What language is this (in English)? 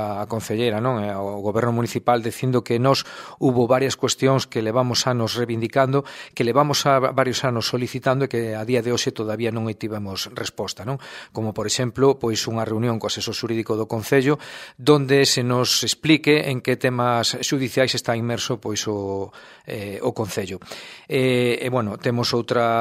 Galician